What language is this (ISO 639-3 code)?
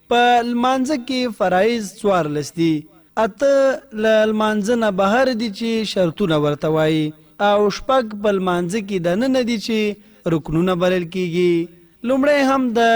pus